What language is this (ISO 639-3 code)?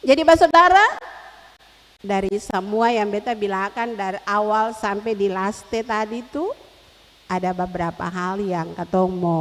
abs